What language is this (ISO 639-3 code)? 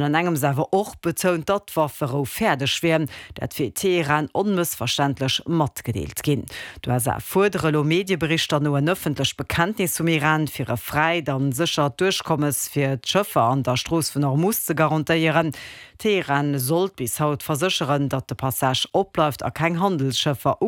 ltz